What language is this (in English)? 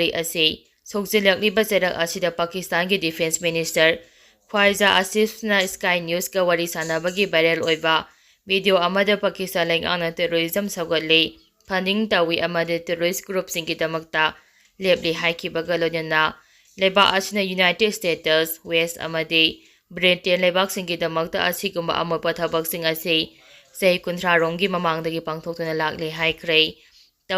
Manipuri